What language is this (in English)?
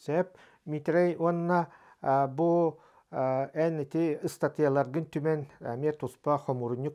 Yakut